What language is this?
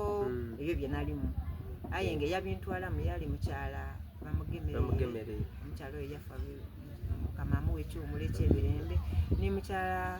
Soga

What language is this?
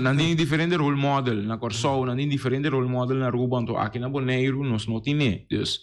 Papiamento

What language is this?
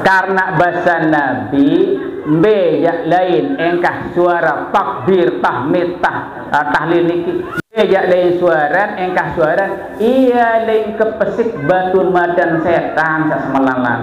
Sasak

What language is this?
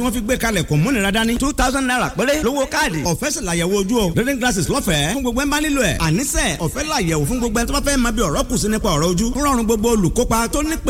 Yoruba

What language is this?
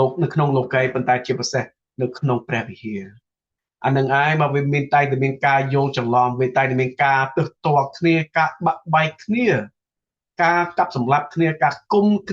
Khmer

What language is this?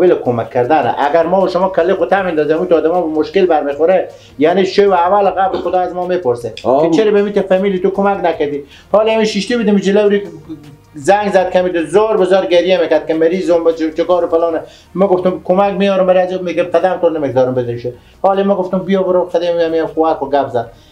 Persian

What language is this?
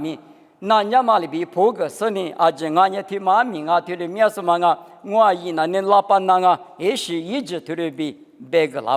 Lisu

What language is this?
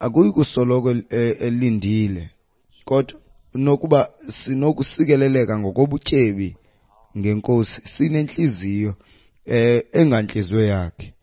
Xhosa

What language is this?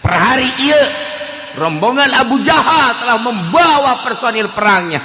Sundanese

